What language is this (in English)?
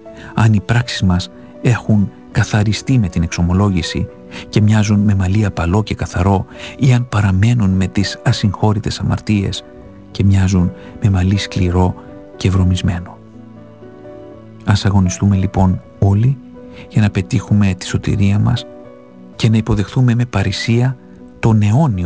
Greek